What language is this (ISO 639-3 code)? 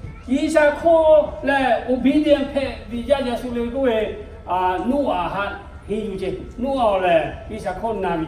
lhu